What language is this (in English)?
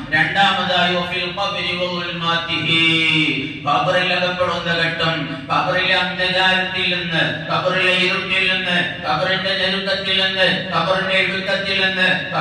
Malayalam